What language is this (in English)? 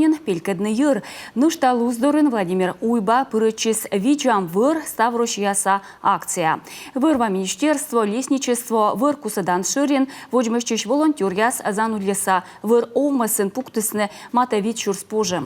Komi